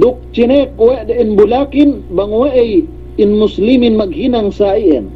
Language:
Yakan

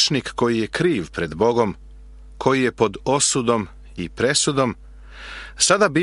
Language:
Serbian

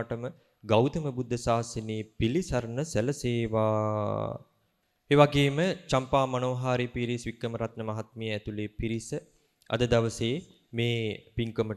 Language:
Sinhala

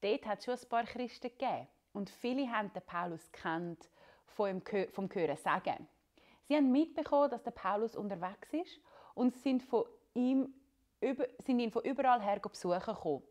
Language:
Swiss German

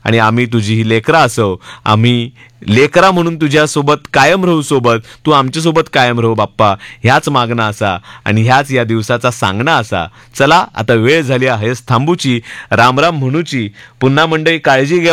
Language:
Marathi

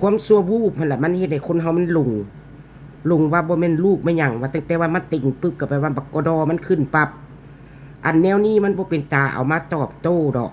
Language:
Northeastern Thai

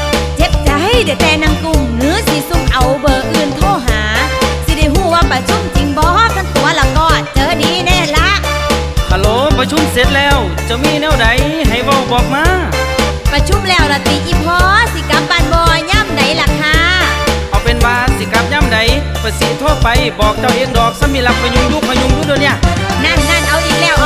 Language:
Northeastern Thai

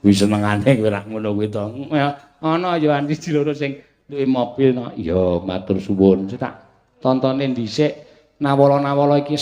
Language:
Javanese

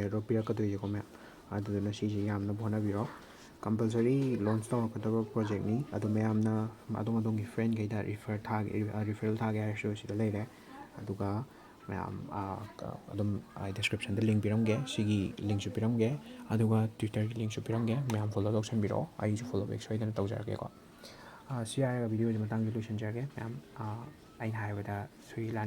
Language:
Manipuri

